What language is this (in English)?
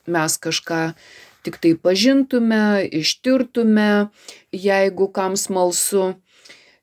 Lithuanian